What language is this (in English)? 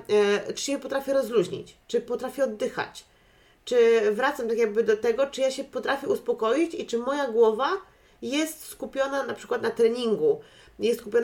Polish